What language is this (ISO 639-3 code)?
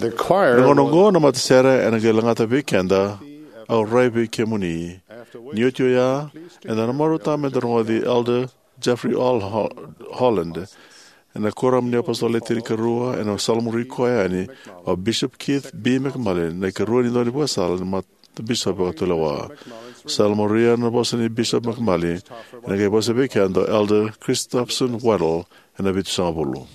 fij